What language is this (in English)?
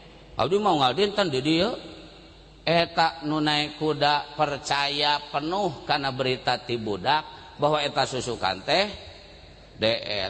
Sundanese